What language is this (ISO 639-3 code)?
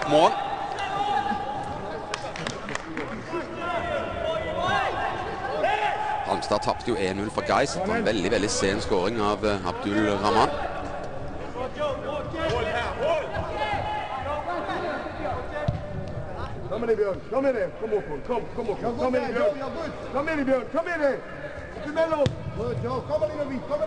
nor